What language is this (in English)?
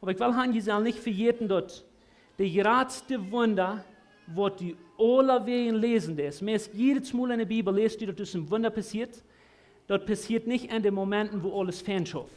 Plautdietsch